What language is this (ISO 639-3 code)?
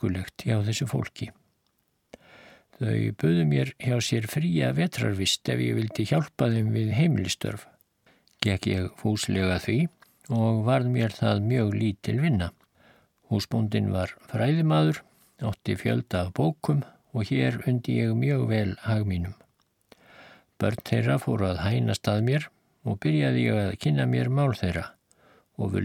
isl